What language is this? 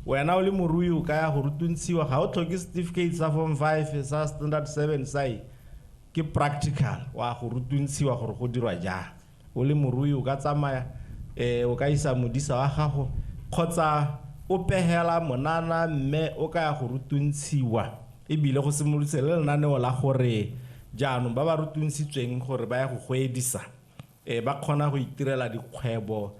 Tswana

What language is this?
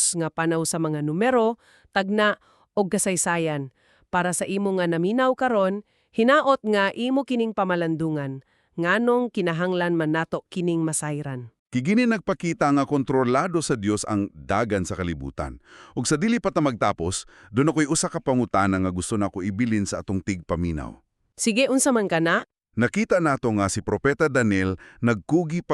Cebuano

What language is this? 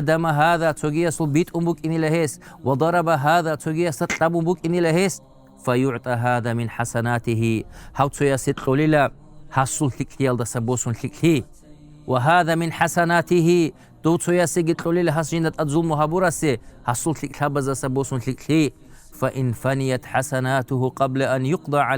Avaric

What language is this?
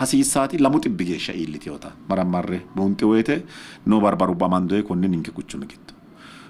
Sidamo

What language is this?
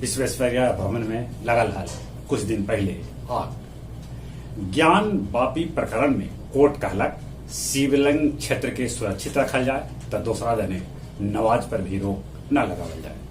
Magahi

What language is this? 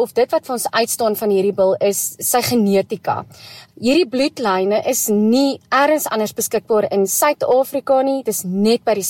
Afrikaans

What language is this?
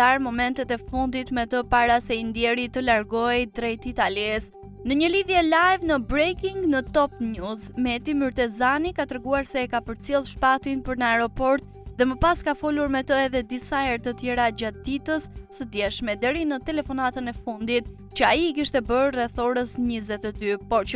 Albanian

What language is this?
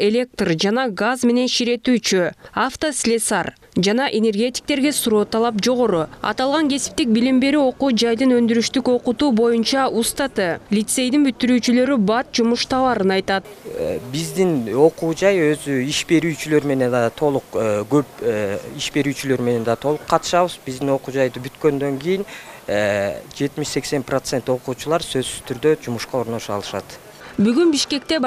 Kyrgyz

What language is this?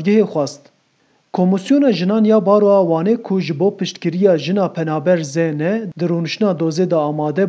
Kurdish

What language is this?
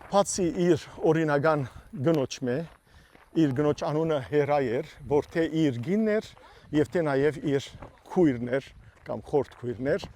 Western Armenian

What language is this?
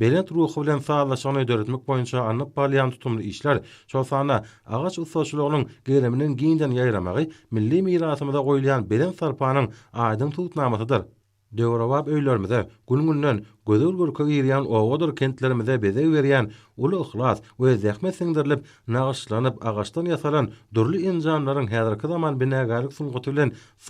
Turkmen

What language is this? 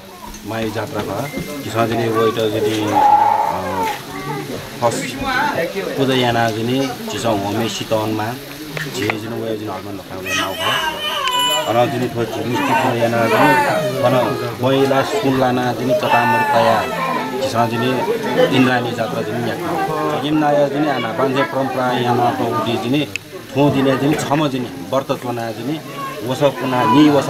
Newari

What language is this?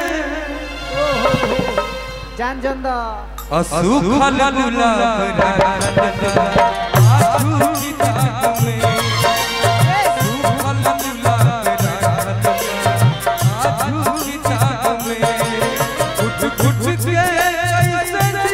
Bhojpuri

